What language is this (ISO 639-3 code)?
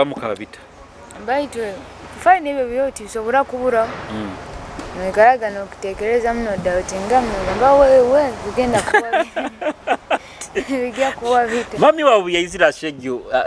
nyo